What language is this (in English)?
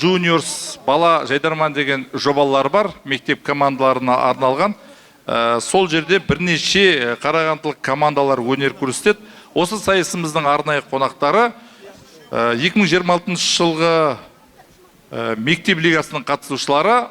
Kazakh